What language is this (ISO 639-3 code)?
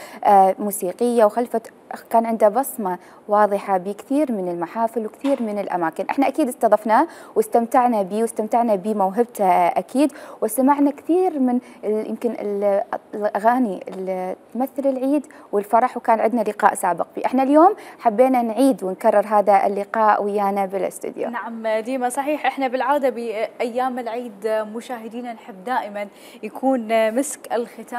acm